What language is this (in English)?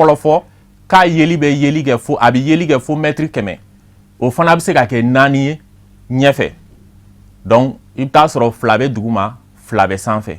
Bambara